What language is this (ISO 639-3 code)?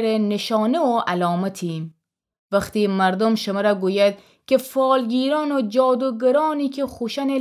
glk